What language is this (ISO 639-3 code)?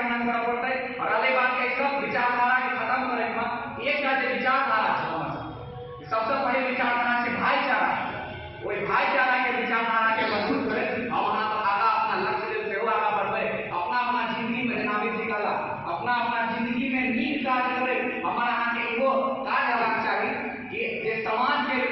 mai